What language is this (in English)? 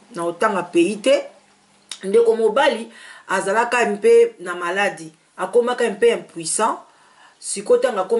Lingala